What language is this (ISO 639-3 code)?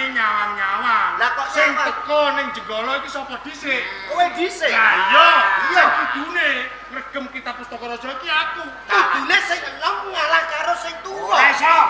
jav